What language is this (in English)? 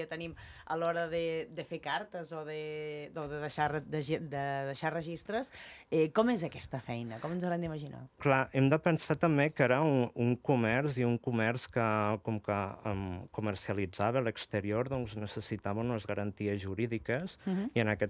Catalan